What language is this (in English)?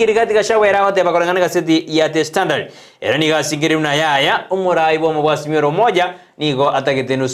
Gusii